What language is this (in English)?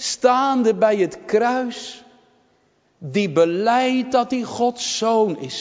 Dutch